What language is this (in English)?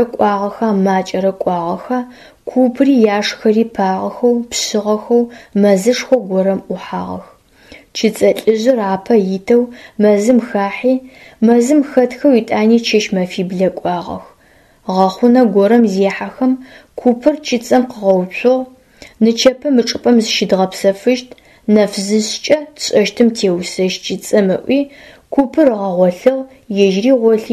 Adyghe